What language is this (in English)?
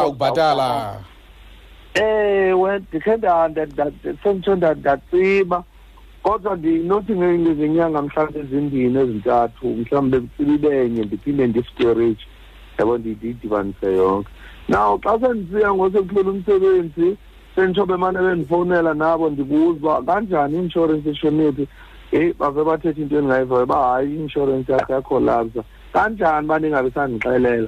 Xhosa